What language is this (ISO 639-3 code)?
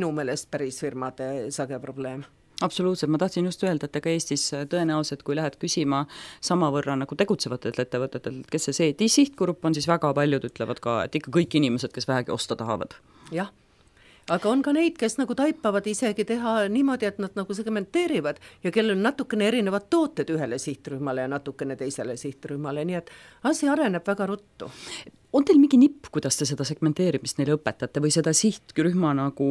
est